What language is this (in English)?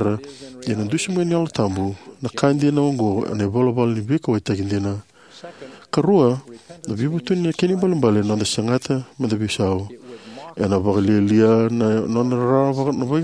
Fijian